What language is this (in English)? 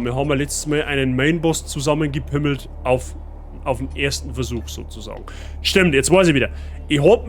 Bavarian